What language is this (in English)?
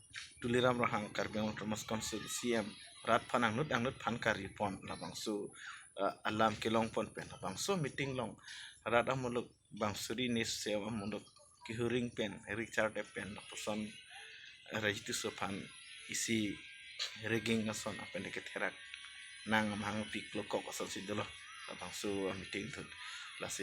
Karbi